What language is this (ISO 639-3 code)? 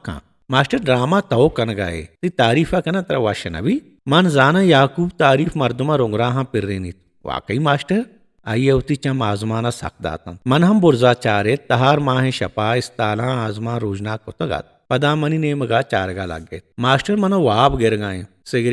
bal